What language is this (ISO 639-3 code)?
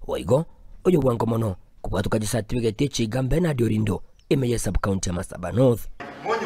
guz